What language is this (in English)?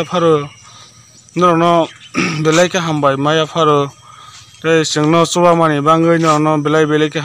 Kok Borok